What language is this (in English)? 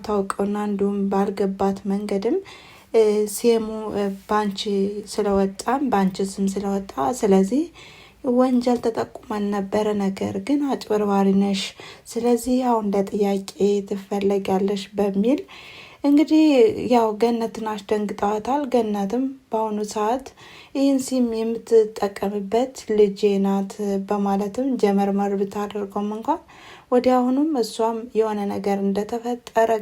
Amharic